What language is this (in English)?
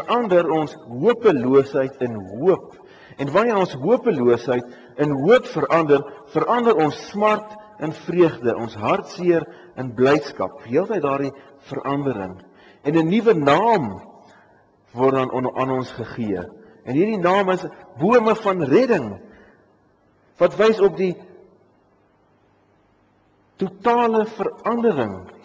Afrikaans